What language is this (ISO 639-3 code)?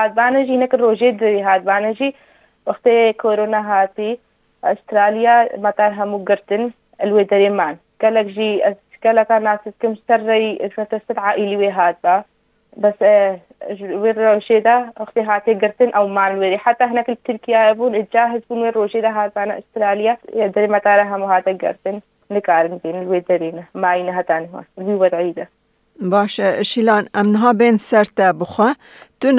kur